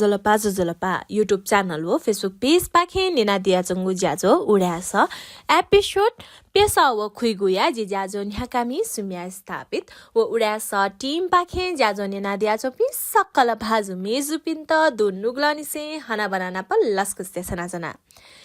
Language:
Newari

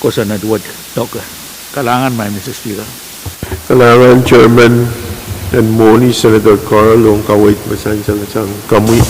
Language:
Pohnpeian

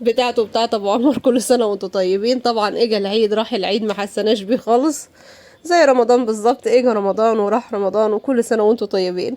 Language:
Egyptian Arabic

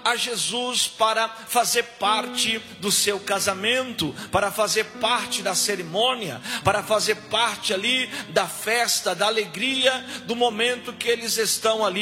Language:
Portuguese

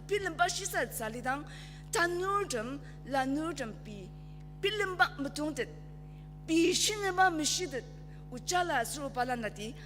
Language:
Ao Naga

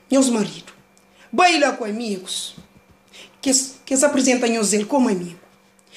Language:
Kabuverdianu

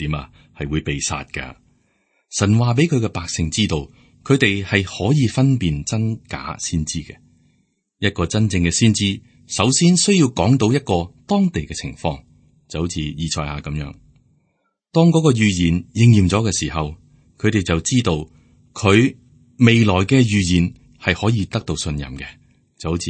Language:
Cantonese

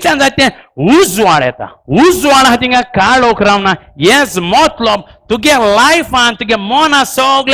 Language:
Konkani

